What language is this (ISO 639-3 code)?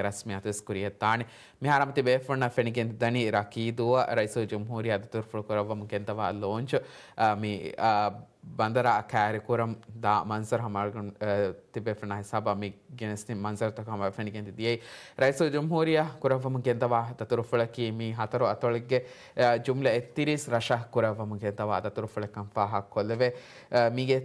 div